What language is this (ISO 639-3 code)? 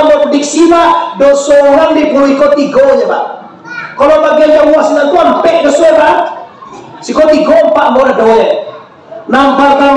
min